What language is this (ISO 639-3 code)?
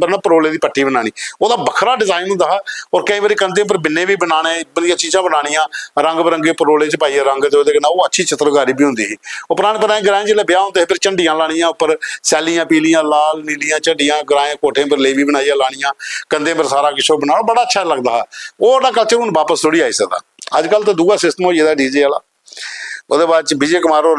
doi